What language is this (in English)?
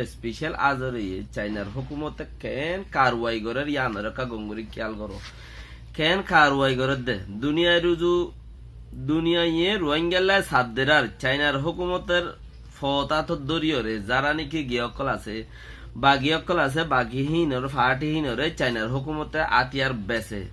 Rohingya